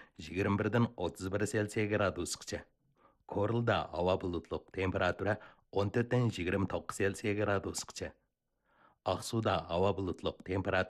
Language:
Uyghur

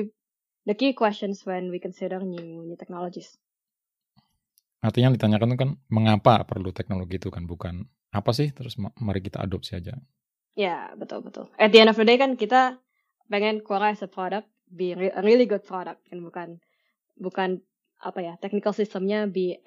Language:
Indonesian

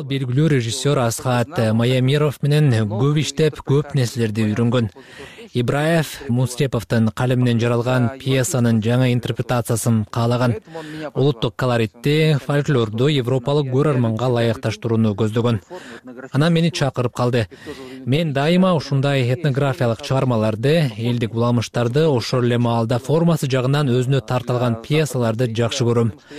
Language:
Kyrgyz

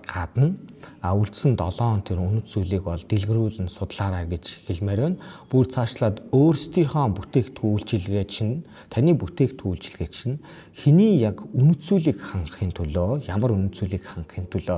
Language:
Mongolian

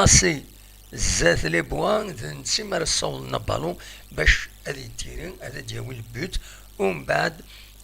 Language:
Kabyle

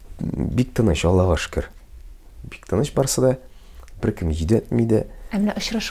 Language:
Tatar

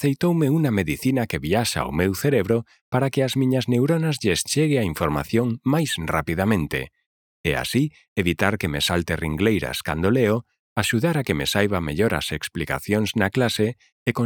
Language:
Galician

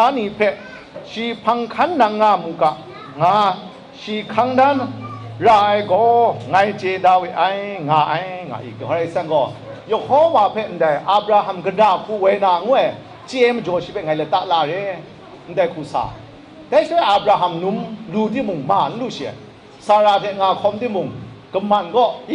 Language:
Kachin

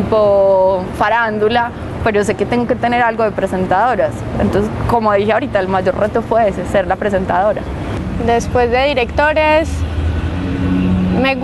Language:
Spanish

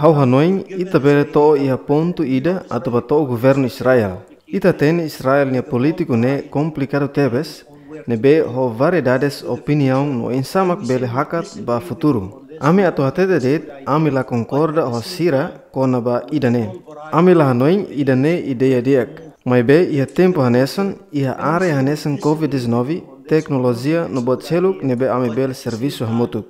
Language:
Tetum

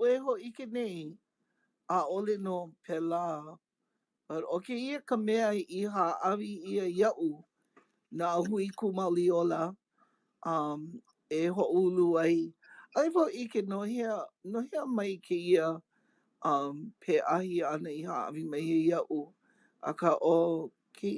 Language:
Hawaiian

